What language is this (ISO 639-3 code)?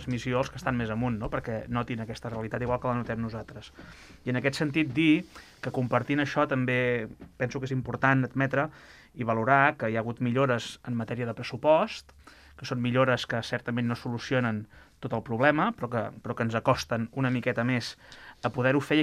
cat